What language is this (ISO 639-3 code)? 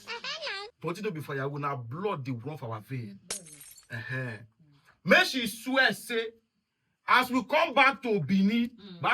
pcm